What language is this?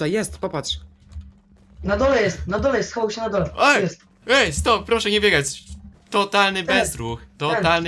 Polish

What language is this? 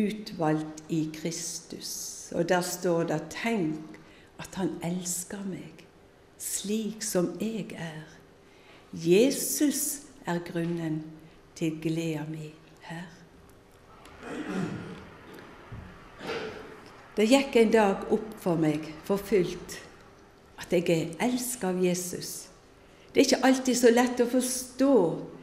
Norwegian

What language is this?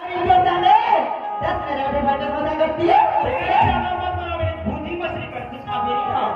Chhattisgarhi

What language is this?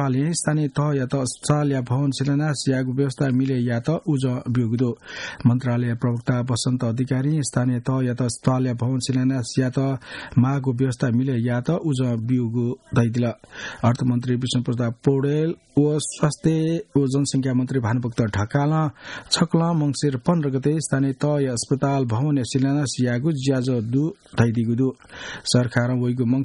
Newari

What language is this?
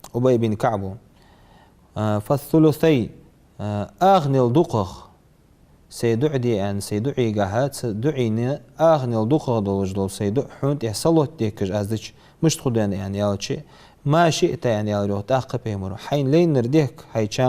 Ingush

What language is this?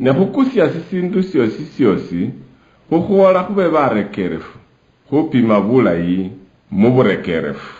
Luyia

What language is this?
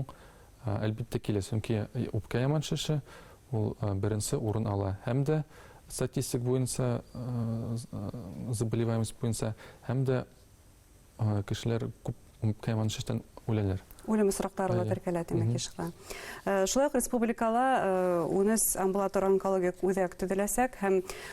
Bashkir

